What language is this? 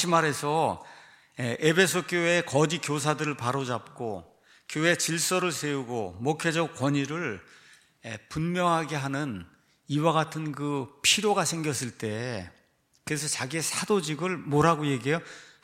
Korean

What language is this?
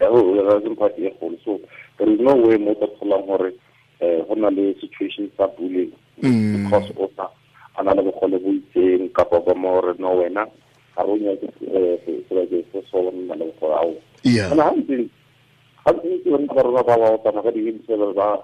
Tswana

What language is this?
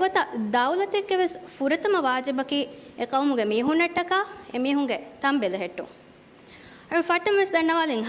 Divehi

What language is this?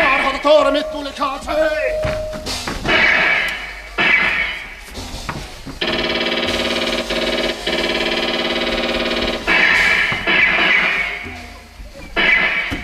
Bangla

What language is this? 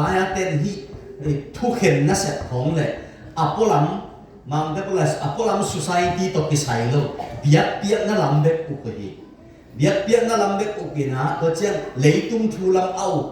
Tedim Chin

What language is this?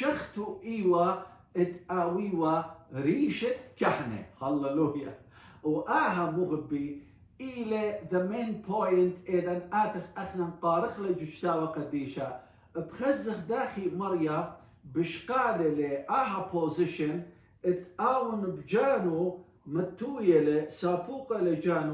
Assyrian Neo-Aramaic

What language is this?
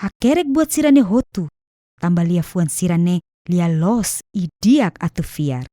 Tetum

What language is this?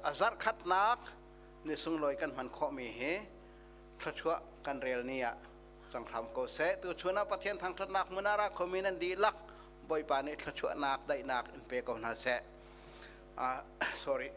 Hakha Chin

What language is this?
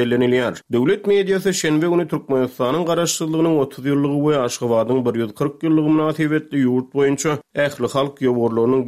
Turkmen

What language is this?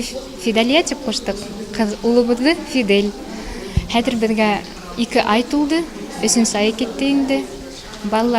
Bashkir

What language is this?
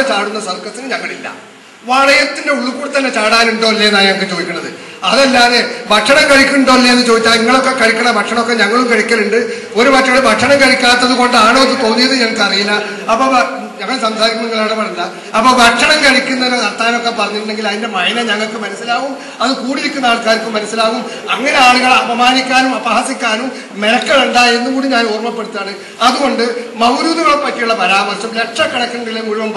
Malayalam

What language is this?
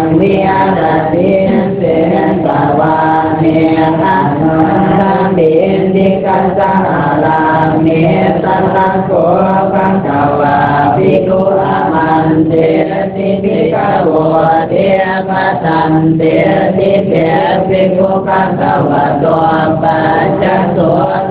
Pali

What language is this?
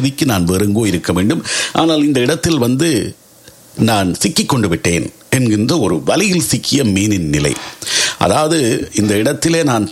Tamil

